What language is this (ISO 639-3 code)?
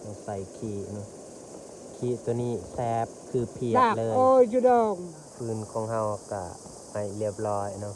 lao